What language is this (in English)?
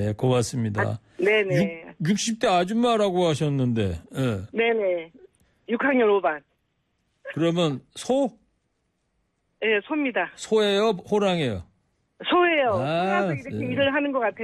Korean